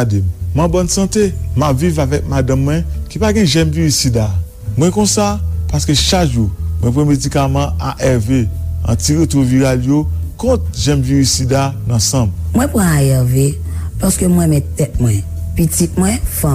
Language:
Haitian Creole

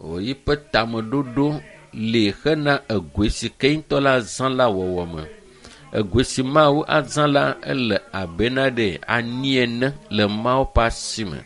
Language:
Ewe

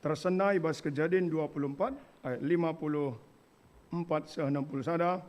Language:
Batak Karo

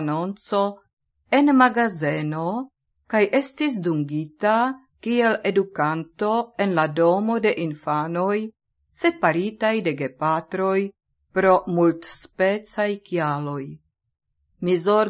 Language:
Esperanto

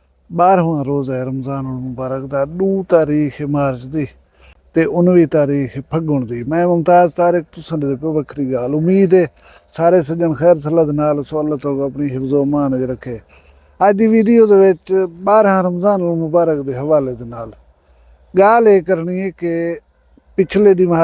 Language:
Saraiki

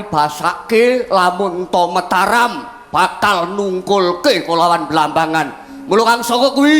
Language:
Javanese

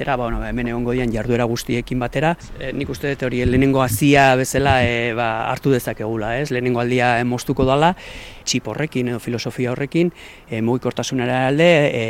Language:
Basque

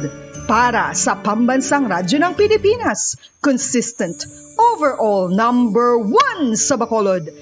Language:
Hiligaynon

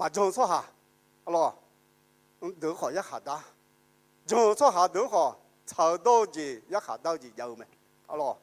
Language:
Akha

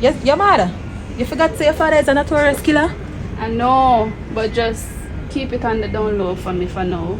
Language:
Jamaican Creole English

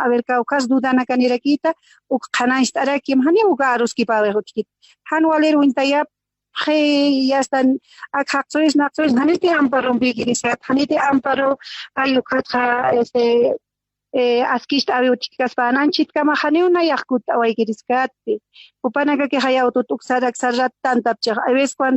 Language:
Aymara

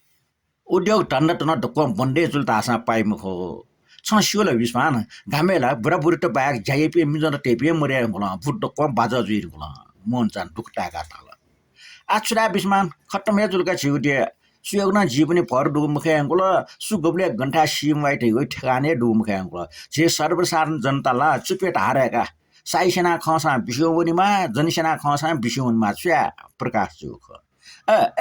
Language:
Newari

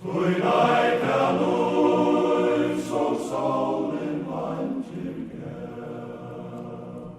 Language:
Faroese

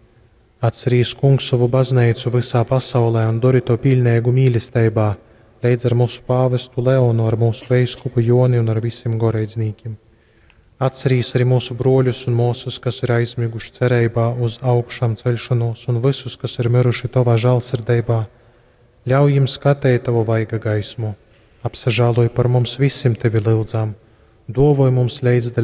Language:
Latgalian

